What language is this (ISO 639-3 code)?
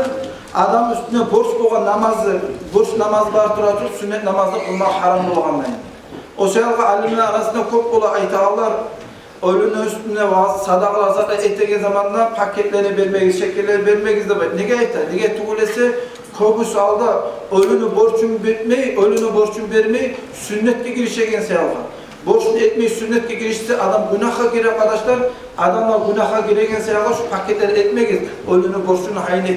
kum